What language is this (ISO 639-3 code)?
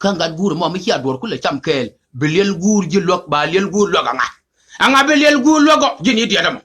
nus